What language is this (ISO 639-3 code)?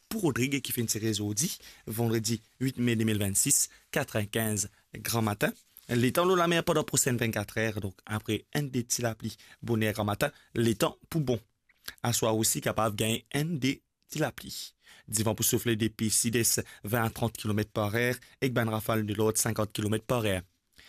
mfe